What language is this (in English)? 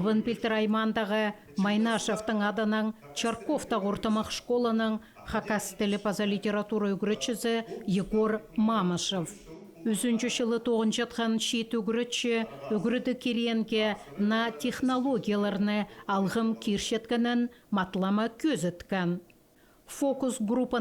Khakas